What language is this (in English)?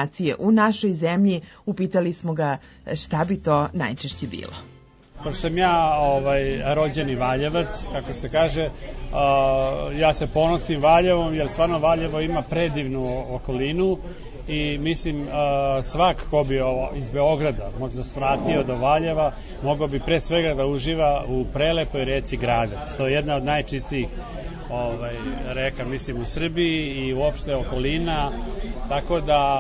Serbian